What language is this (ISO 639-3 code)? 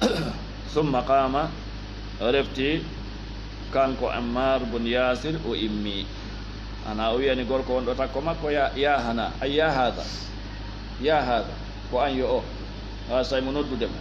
ful